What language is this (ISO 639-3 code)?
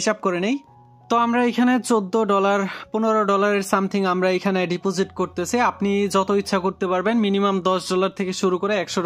ben